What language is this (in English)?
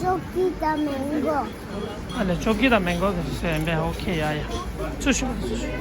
Tibetan